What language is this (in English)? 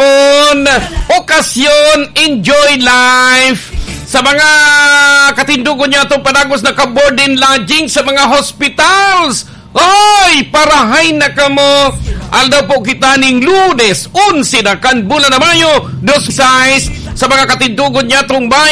Bikol